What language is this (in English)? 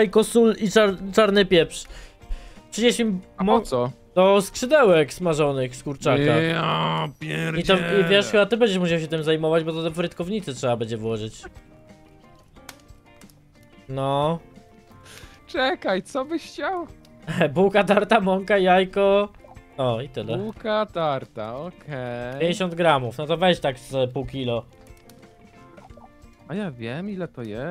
Polish